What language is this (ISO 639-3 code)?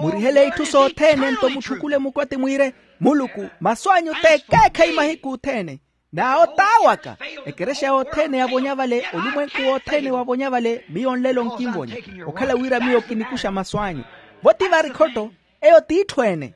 vmw